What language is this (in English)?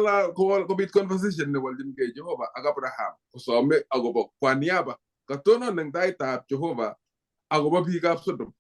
Kalenjin